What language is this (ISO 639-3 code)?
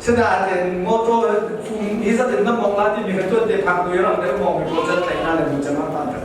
cnh